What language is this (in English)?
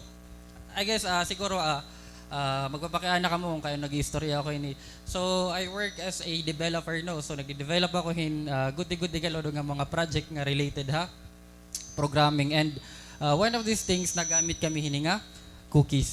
Waray